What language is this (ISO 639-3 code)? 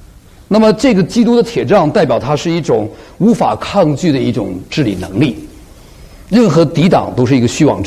zho